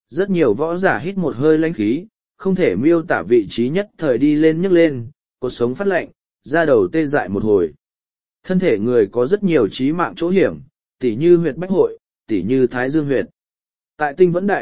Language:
Vietnamese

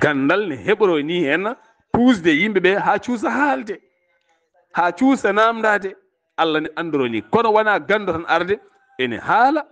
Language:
Fula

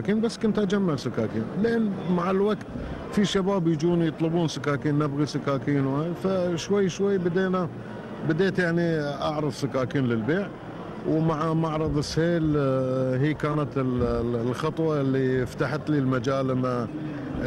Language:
Gulf Arabic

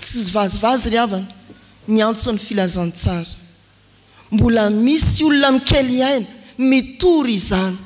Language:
Malagasy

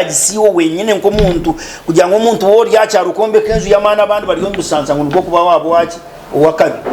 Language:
Nyankole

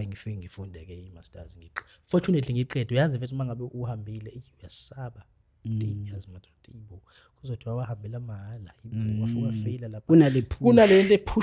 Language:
Zulu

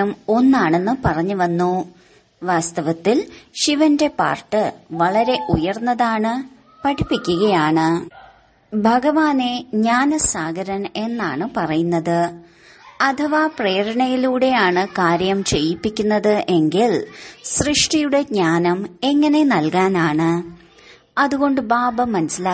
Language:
Malayalam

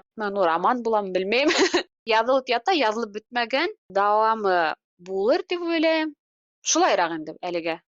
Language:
Bashkir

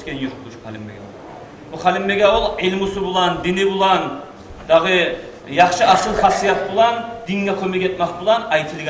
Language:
Kumyk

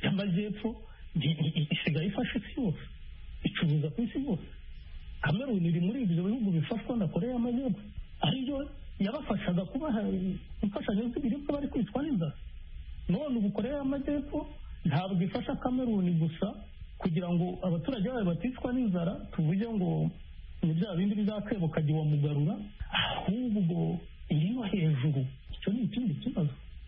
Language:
Kinyarwanda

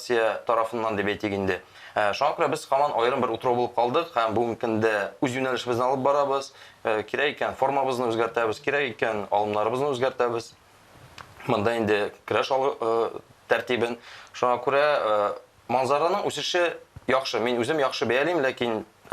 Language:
Tatar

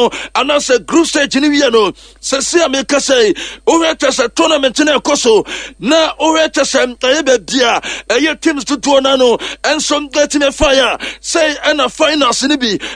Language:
Akan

